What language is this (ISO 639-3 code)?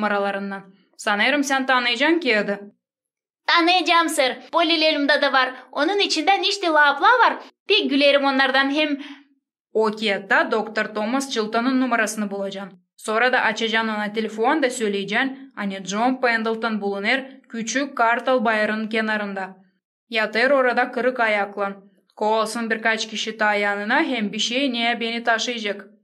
gag